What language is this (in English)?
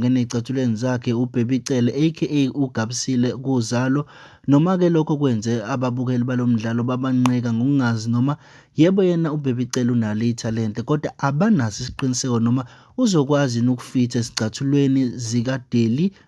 Zulu